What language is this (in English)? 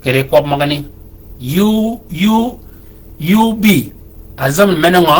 Shilluk